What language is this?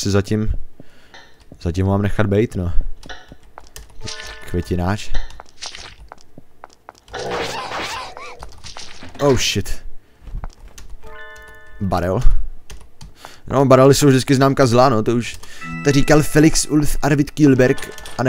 Czech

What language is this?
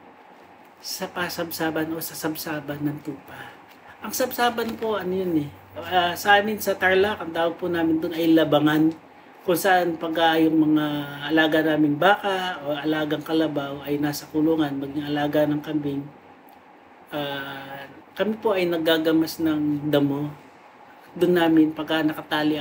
Filipino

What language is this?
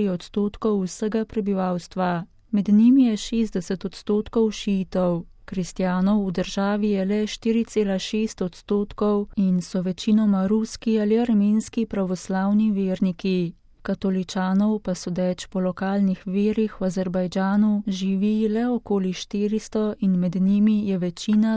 Slovenian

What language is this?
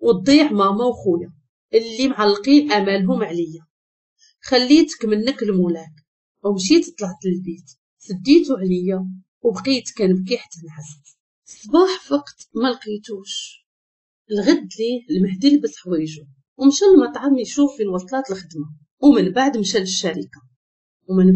Moroccan Arabic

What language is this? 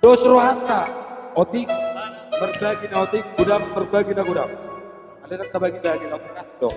Batak Toba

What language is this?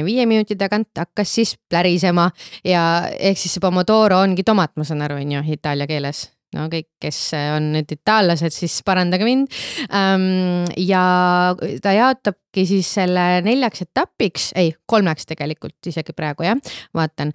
Estonian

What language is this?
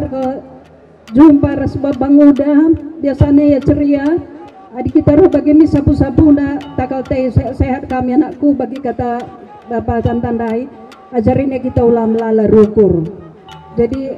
Batak Karo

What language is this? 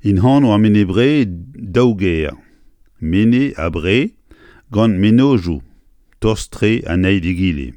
Breton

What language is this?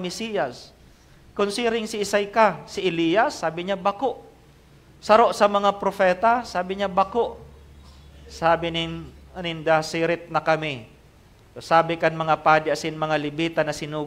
Bikol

